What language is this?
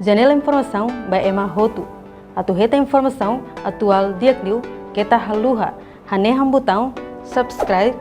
Tetum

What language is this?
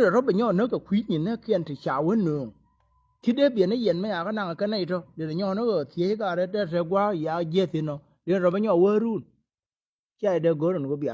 Nuer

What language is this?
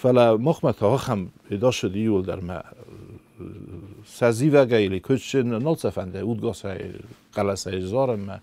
Ossetic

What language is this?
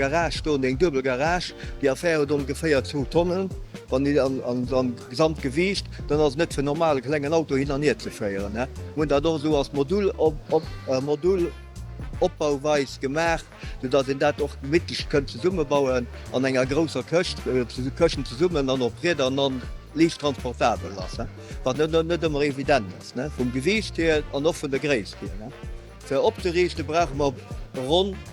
Luxembourgish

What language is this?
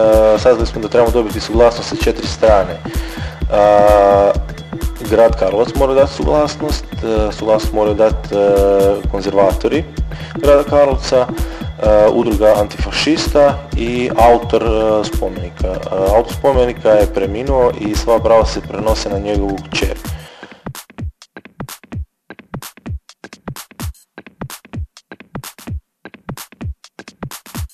Croatian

